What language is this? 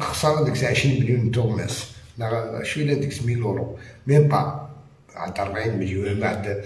Algerian Arabic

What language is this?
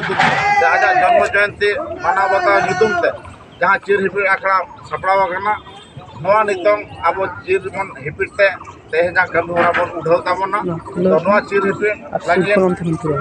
Santali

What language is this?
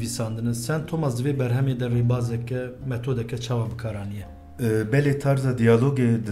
Kurdish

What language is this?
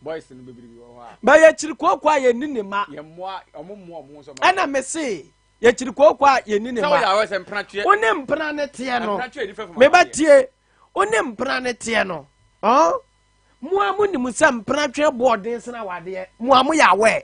Akan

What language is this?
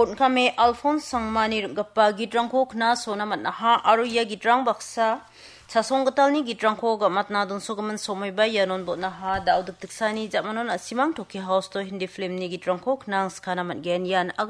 Garo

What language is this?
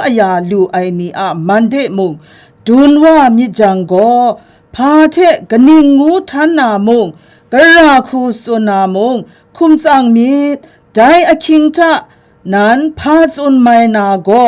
Kachin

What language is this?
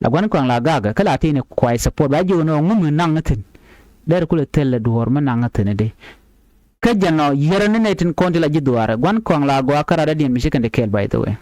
Nuer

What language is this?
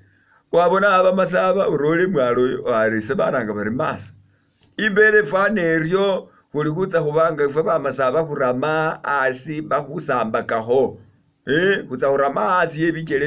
Masaaba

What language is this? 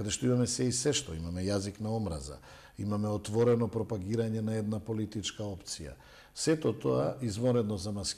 Macedonian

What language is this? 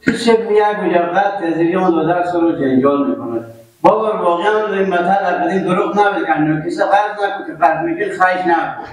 Persian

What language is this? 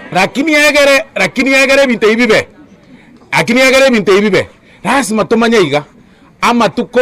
Gusii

